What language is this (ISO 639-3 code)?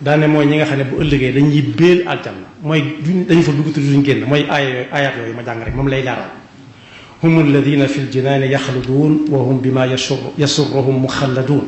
wol